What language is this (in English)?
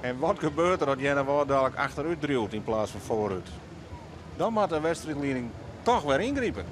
Western Frisian